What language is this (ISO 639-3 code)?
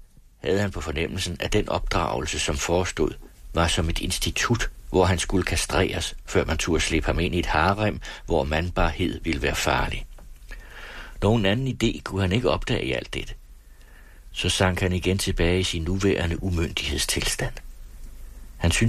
dan